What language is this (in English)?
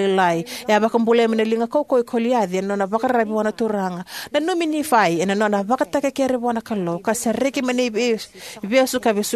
Fijian